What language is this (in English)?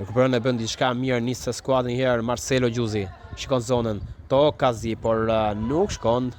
Albanian